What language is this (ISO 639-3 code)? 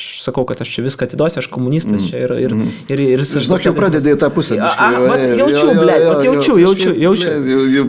lit